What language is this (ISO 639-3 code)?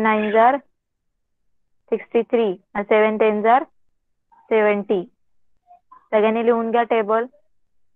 mar